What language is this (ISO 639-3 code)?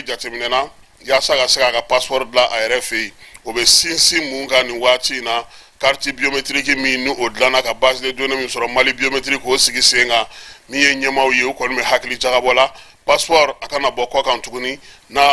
bam